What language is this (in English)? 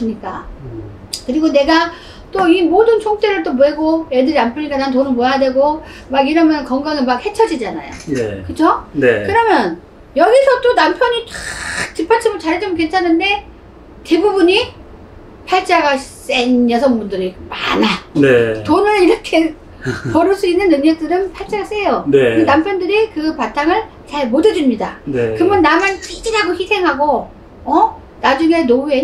Korean